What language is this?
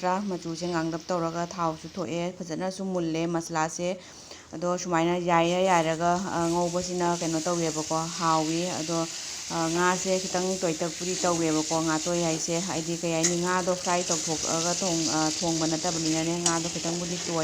Manipuri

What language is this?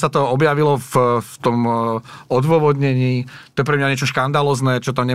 Slovak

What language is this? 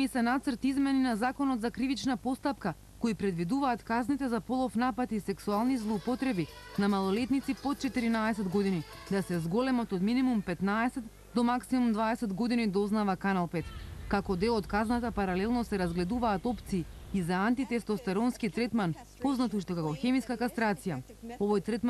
Macedonian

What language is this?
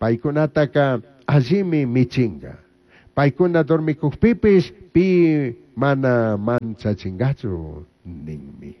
Chimborazo Highland Quichua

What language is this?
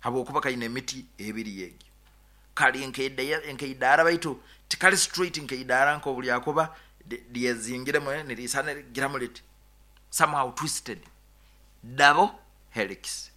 Nyoro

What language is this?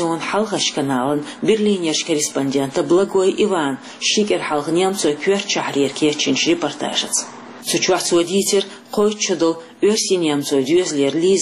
Chechen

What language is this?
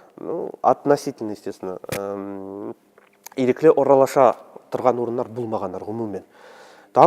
Tatar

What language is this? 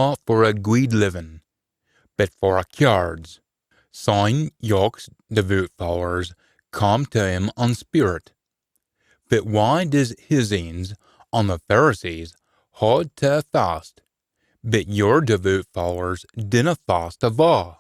Scots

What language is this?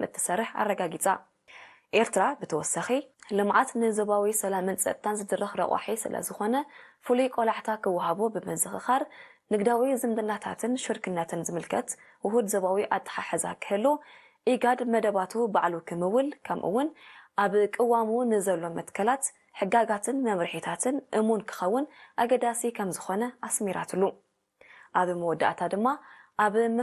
Tigrinya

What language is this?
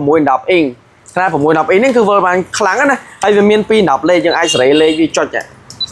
Khmer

